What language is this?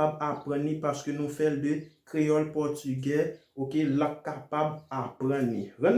Haitian Creole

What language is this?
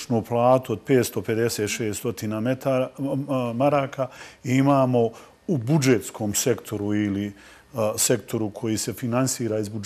Bosnian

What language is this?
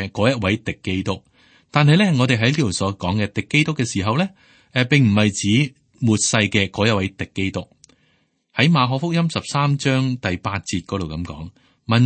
Cantonese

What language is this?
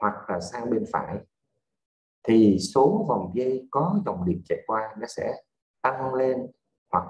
Vietnamese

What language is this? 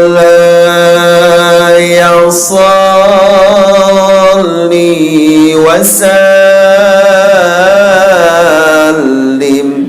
Sasak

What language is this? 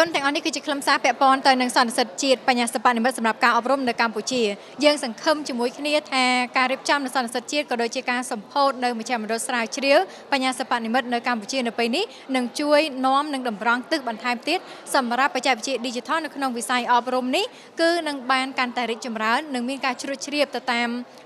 Khmer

